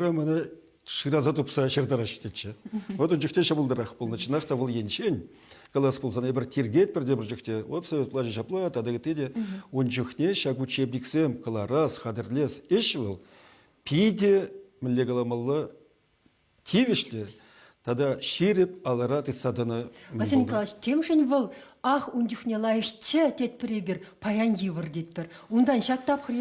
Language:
Chuvash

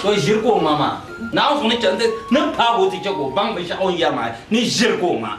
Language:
Dagbani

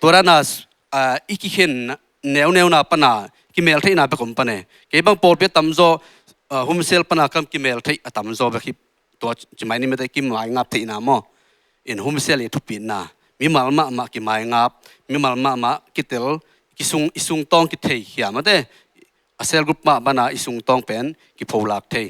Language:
Tedim Chin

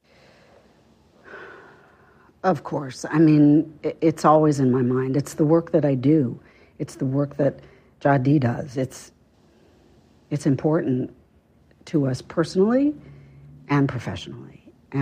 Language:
English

